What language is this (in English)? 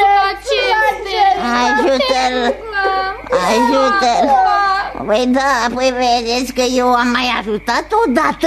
Romanian